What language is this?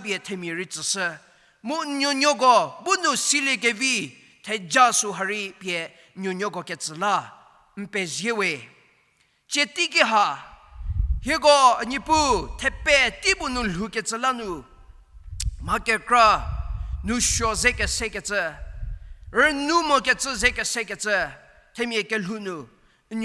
Angami Naga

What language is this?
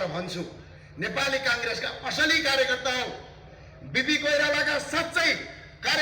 Nepali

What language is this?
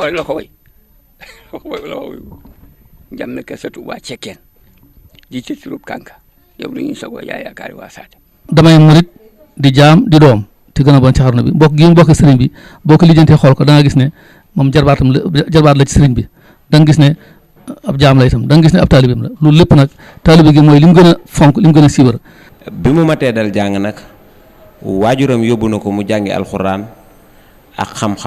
Wolof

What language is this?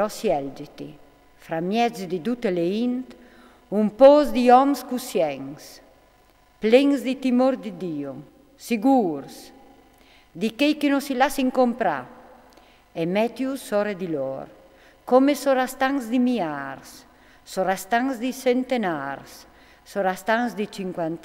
Friulian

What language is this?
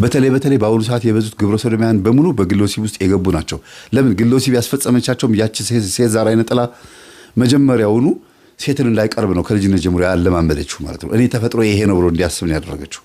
Amharic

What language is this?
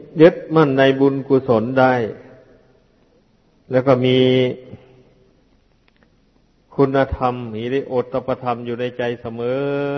Thai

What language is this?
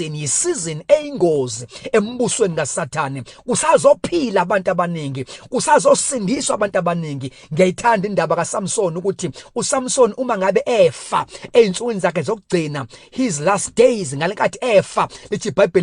Zulu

